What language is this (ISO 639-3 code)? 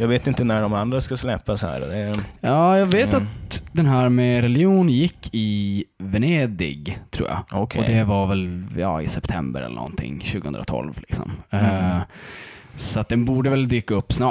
swe